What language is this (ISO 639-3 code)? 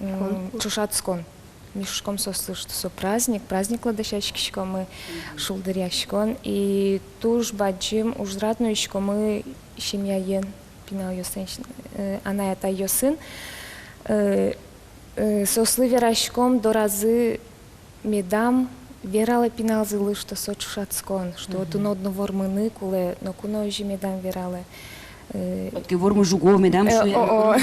udm